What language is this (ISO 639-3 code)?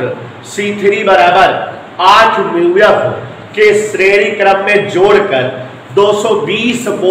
hin